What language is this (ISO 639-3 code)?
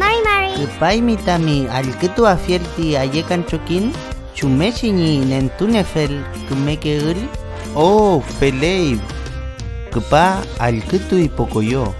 arn